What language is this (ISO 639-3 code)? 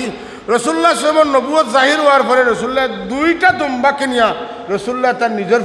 syl